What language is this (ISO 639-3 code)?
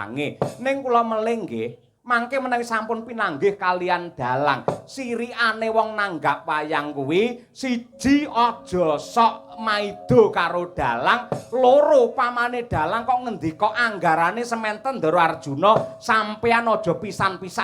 jav